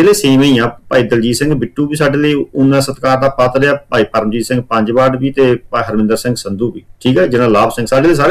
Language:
Punjabi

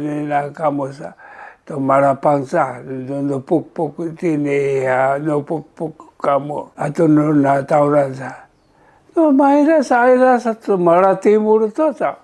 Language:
Sakizaya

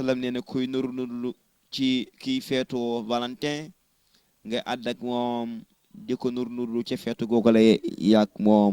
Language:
Wolof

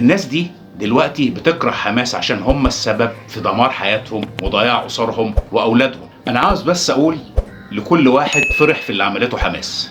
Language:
Egyptian Arabic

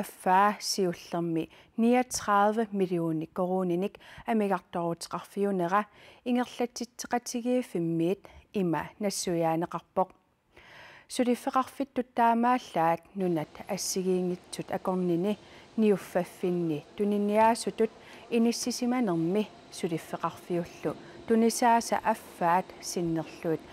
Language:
Kalaallisut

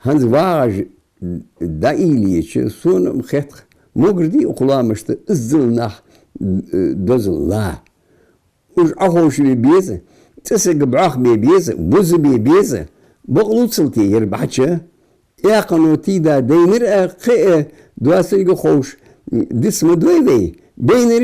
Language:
Ingush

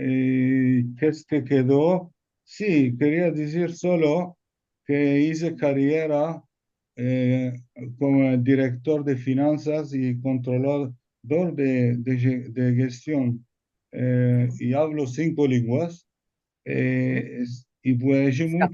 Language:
Ladino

